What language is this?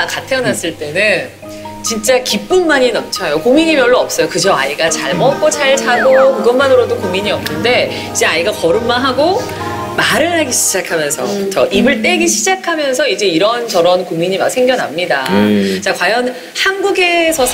Korean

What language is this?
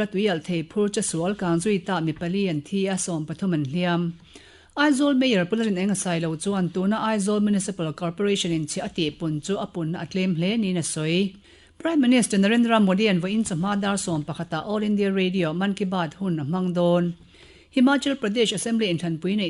Mizo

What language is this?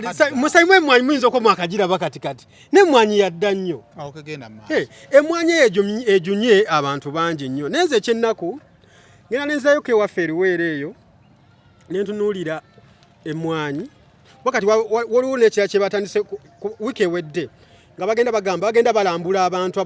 Ganda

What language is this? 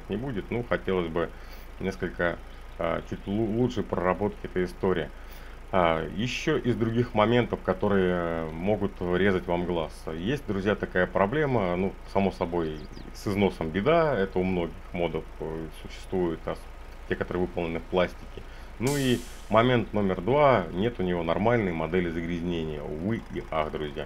Russian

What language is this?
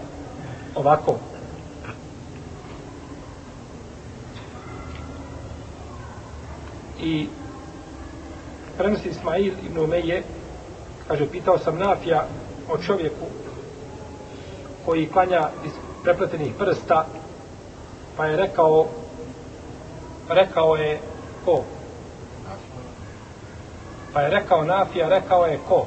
Bosnian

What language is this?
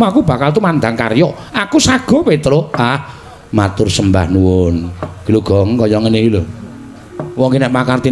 Javanese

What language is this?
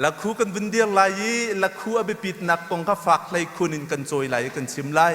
Hakha Chin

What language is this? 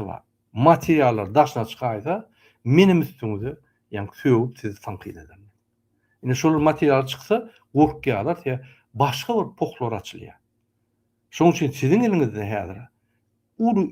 Turkmen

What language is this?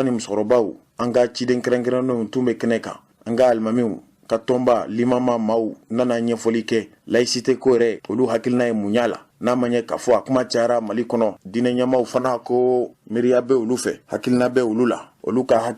Bambara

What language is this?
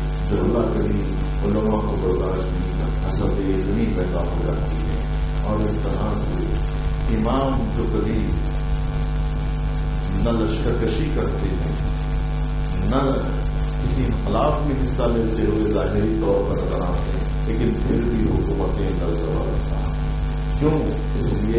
Urdu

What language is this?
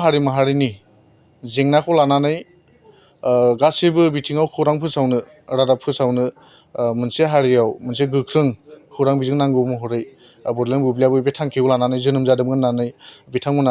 Bodo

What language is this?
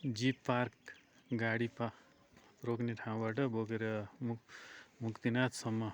Nepali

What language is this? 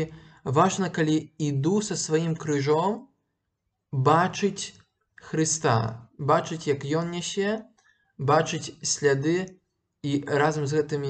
Belarusian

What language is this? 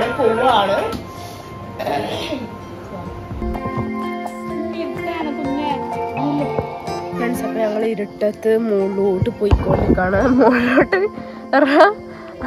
Malayalam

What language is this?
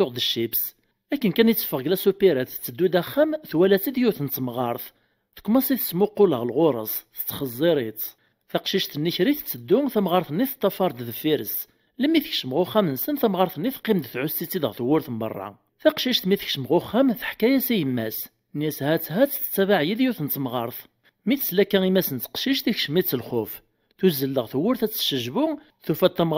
Kabyle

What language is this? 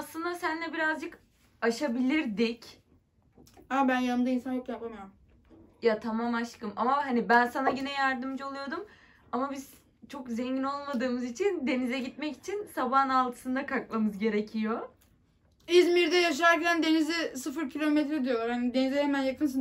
Turkish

